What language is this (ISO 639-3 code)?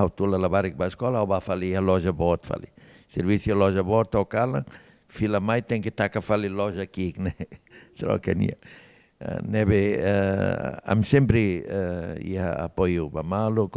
tet